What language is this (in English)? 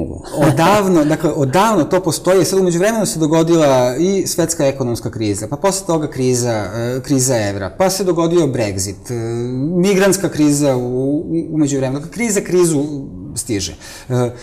Serbian